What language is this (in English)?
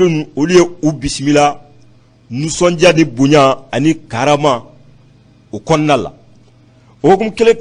Bambara